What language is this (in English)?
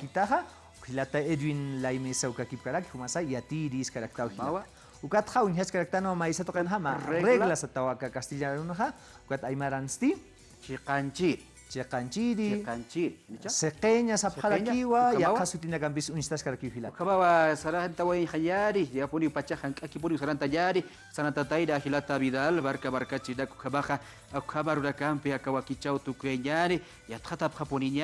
Aymara